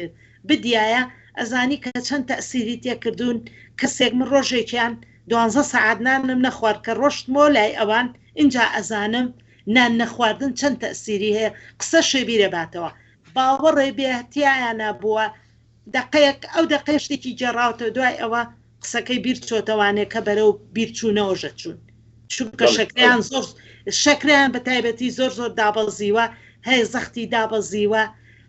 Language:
Central Kurdish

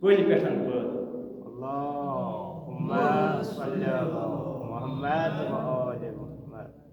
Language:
Kashmiri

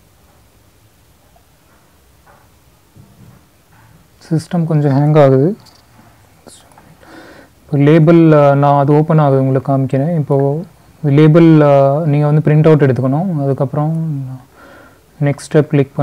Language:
Tamil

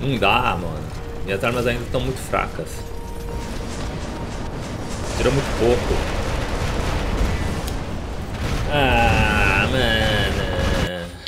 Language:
Portuguese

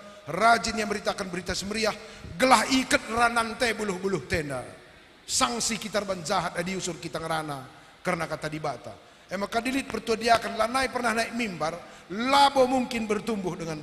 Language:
Batak Karo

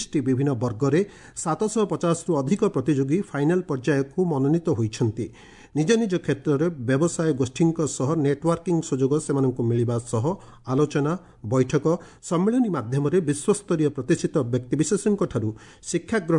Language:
Odia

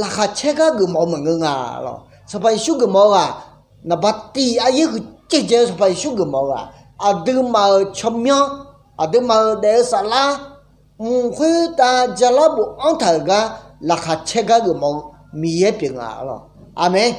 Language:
Akha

